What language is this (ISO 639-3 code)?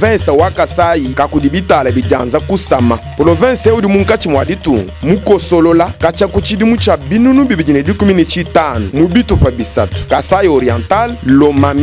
lua